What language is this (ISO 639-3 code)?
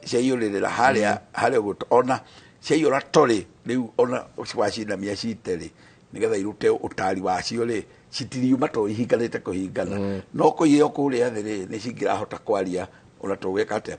kik